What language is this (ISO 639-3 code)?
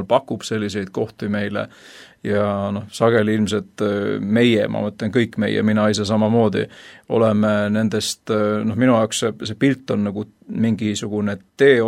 est